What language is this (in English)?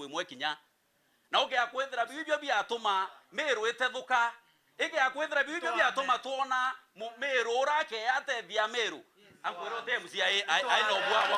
Meru